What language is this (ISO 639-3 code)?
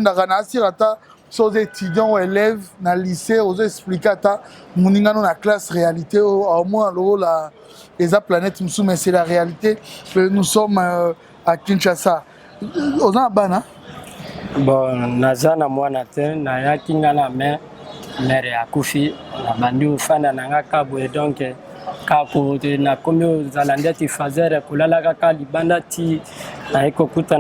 lin